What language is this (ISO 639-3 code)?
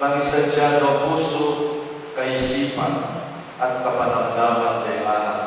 pam